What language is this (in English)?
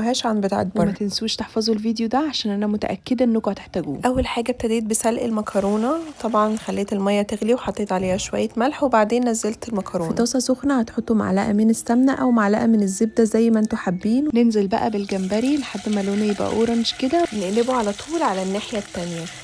Egyptian Arabic